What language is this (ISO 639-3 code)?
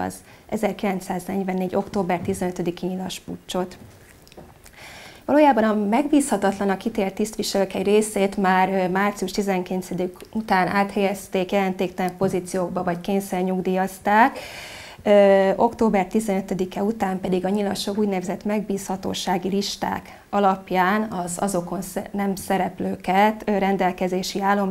hun